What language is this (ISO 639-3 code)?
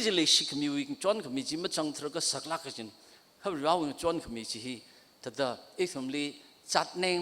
nmf